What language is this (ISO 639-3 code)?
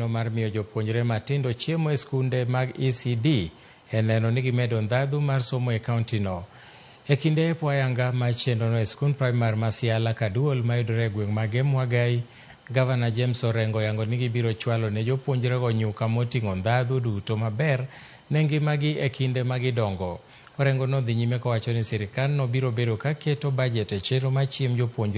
luo